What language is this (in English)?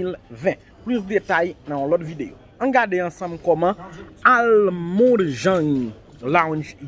Haitian Creole